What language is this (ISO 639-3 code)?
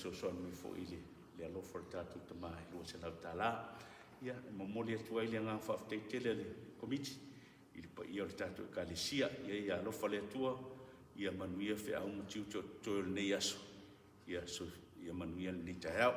smo